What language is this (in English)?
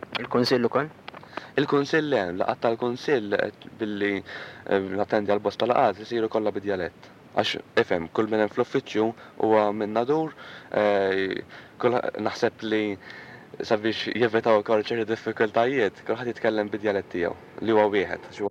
Maltese